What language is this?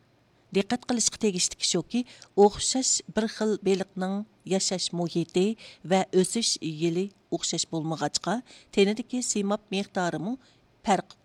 Uyghur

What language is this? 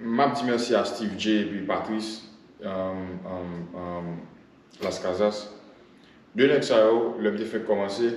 Haitian Creole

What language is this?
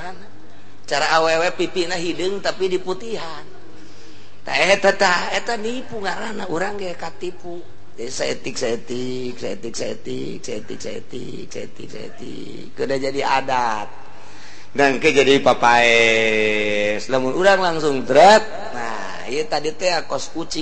Sundanese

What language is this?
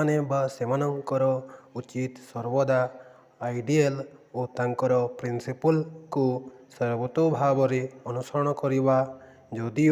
Odia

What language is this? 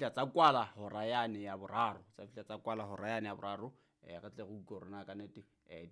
Southern Sotho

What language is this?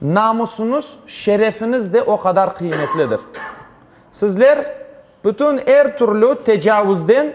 Crimean Tatar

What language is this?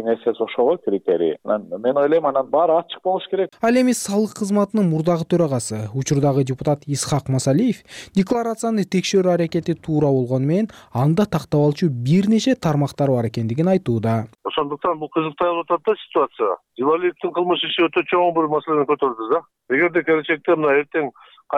Kyrgyz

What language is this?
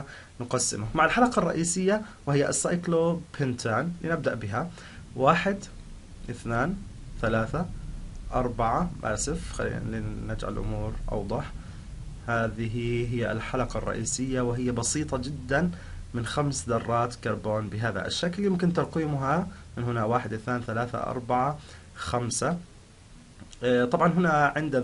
Arabic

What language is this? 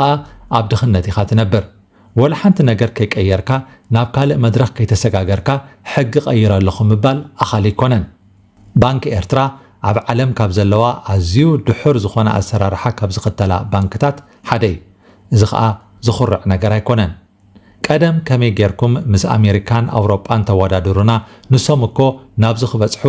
Tigrinya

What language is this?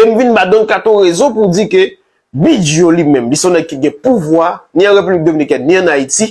Haitian Creole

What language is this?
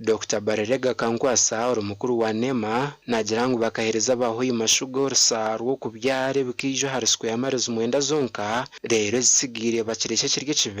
Nyankole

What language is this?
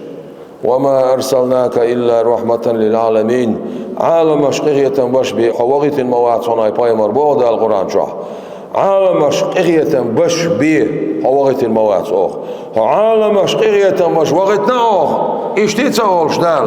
Chechen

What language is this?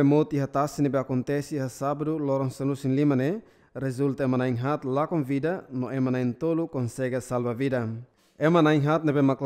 Tetum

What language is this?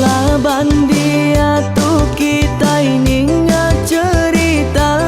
Iban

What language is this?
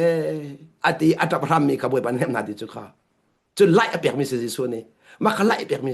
Hakha Chin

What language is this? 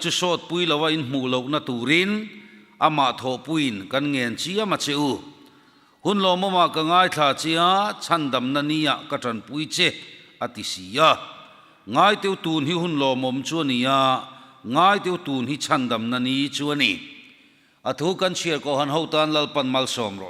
Mizo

